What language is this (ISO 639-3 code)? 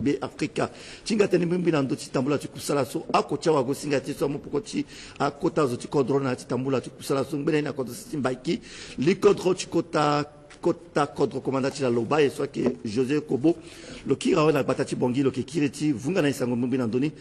sag